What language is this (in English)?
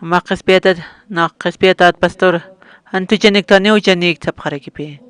Aymara